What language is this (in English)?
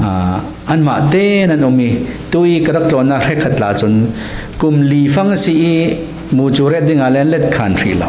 Hakha Chin